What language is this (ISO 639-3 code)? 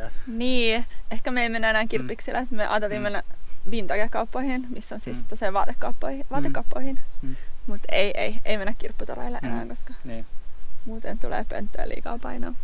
fin